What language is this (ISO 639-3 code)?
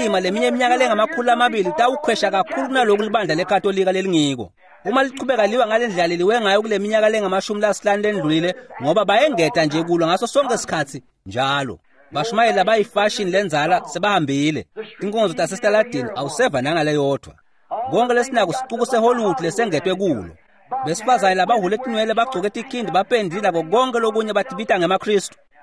ssw